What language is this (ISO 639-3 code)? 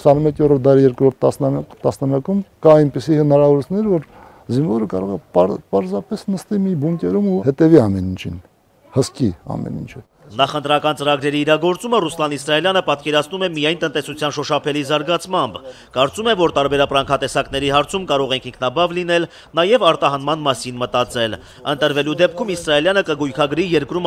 hye